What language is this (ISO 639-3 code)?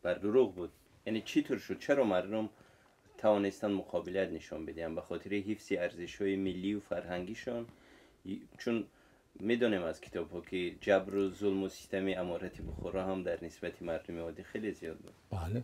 tgk